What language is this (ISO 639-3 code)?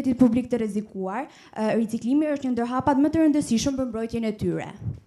sqi